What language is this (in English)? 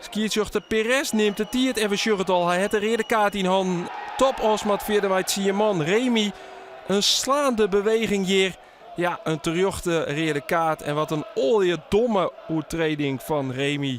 Western Frisian